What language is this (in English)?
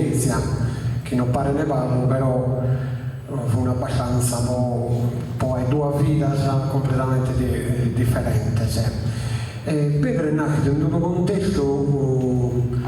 Sardinian